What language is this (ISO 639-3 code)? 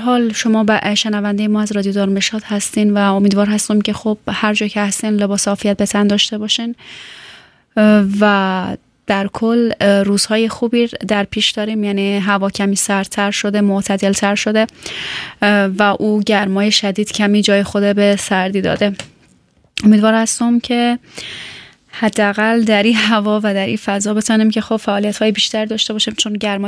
fas